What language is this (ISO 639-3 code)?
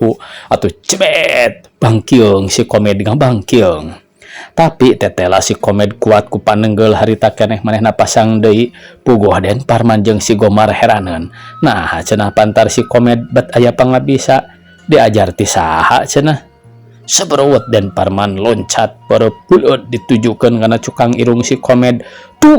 sun